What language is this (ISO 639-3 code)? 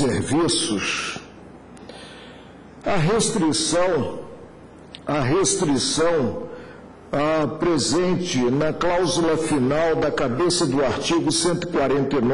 por